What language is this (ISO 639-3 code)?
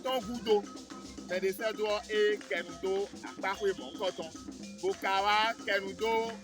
fon